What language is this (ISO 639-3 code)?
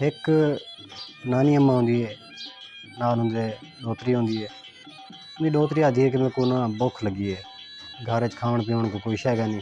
skr